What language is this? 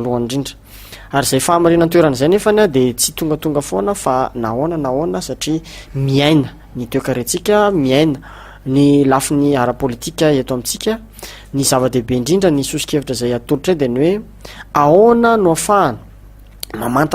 Malagasy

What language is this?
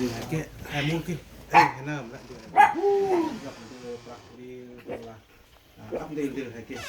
Central Mnong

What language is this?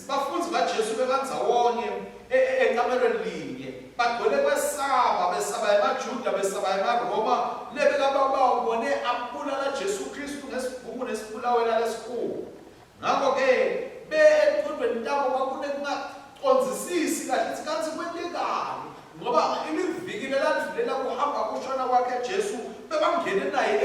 Swati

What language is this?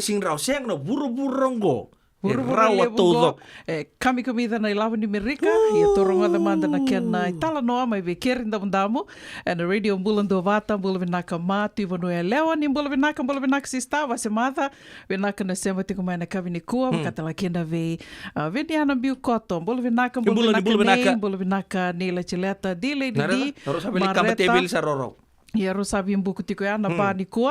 Fijian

